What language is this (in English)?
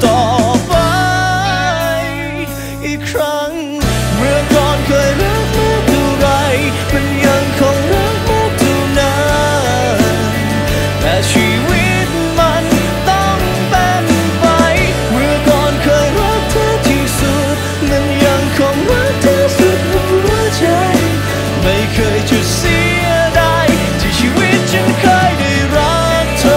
Thai